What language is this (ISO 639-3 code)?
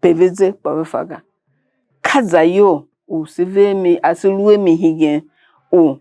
tiv